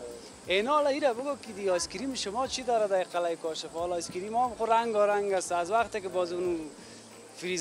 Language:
Persian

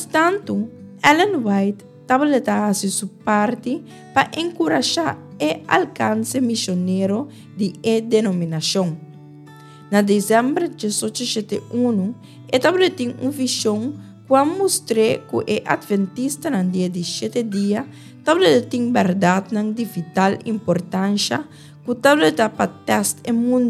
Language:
Papiamento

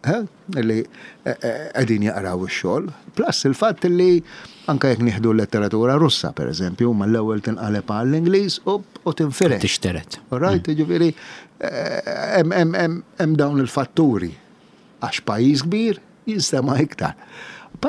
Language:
Maltese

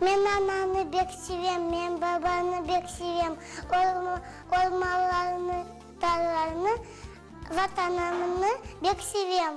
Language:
Crimean Tatar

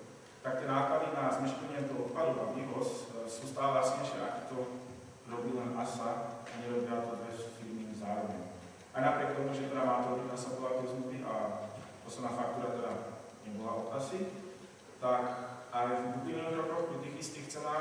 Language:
Slovak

